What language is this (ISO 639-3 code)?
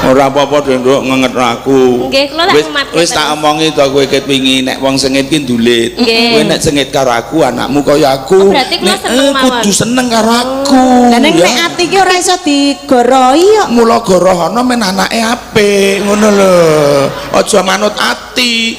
jav